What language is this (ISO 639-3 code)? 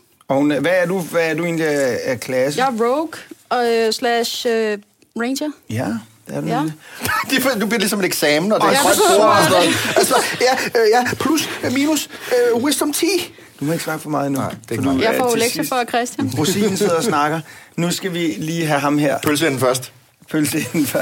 dan